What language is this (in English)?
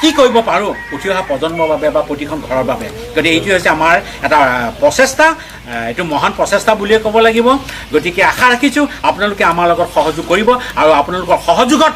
Assamese